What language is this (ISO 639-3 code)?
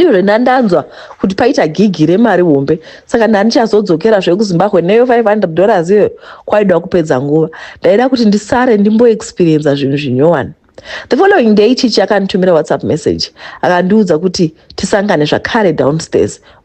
sna